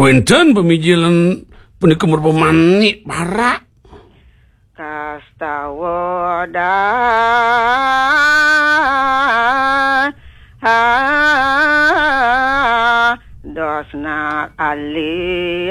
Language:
Balinese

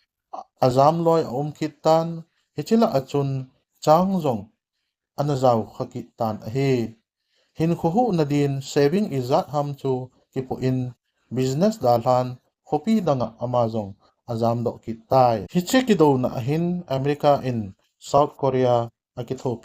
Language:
Thado Chin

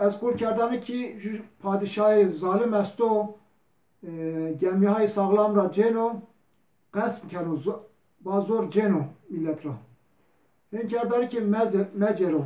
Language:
Zaza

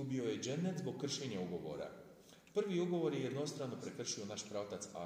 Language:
Bosnian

